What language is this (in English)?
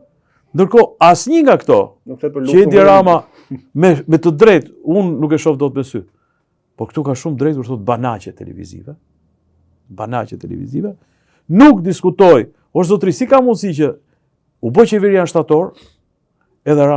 Albanian